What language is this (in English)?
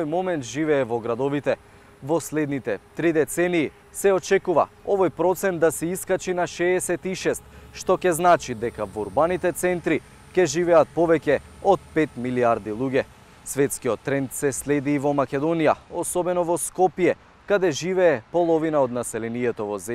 Macedonian